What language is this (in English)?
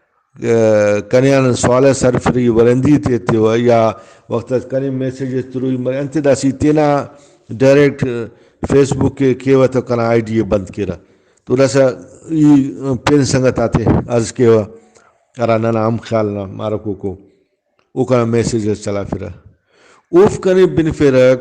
Brahui